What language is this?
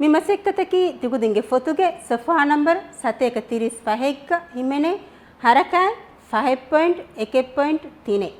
Divehi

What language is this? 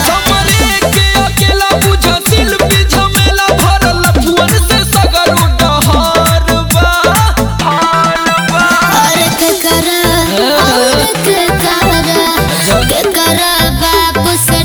Bhojpuri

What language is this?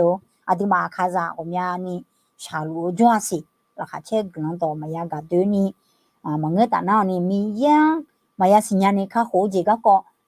Akha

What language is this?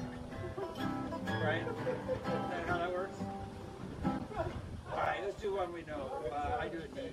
English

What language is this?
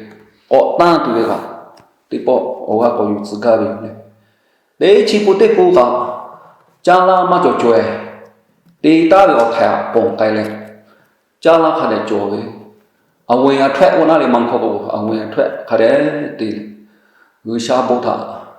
Lahu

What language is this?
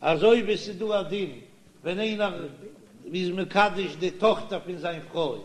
Yiddish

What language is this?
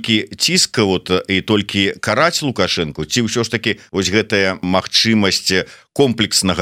Belarusian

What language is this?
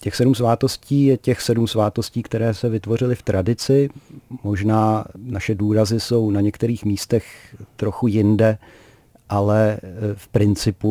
Czech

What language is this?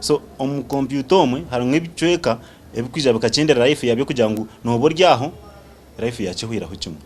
Nyankole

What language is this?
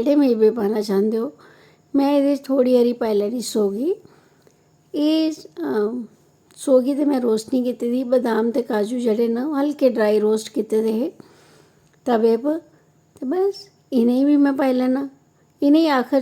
Dogri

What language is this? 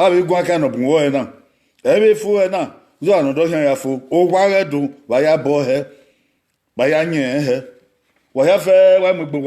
Bini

